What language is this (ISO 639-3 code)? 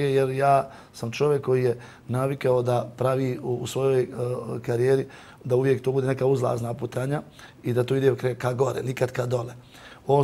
bos